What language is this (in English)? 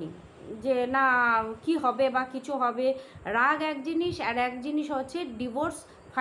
Bangla